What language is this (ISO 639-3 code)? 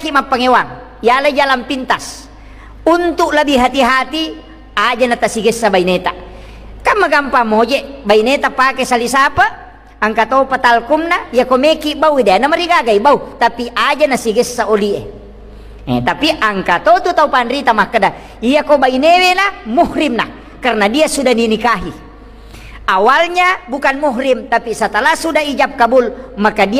bug